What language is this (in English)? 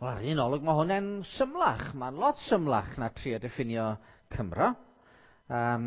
Welsh